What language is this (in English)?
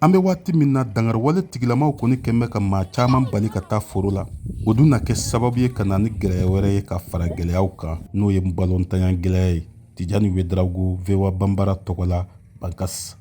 Bambara